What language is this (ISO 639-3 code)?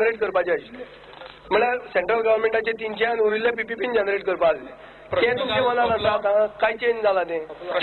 kok